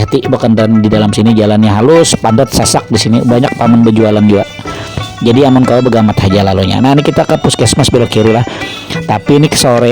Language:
Banjar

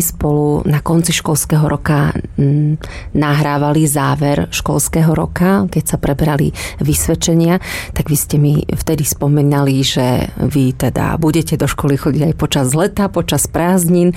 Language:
Slovak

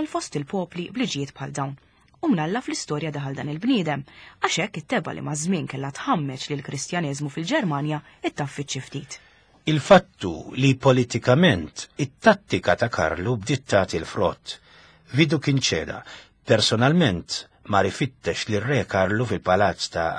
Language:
Maltese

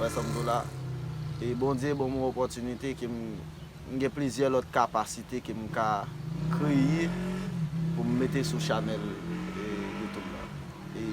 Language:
Haitian Creole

